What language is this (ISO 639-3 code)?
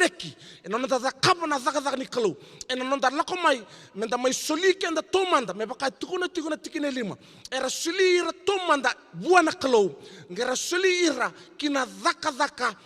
fij